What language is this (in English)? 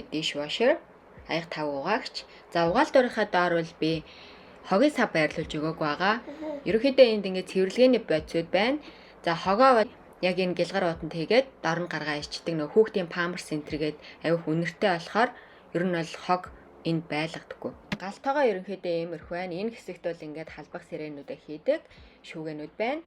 Mongolian